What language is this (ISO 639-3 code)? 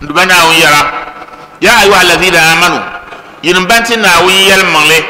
dag